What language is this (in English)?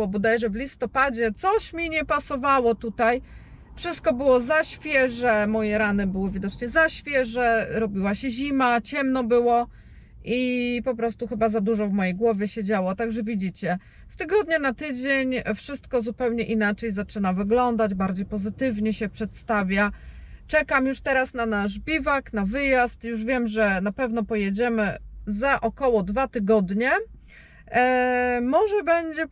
Polish